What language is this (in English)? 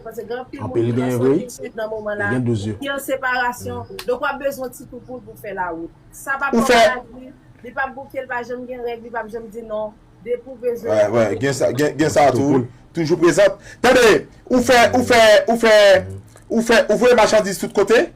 Haitian Creole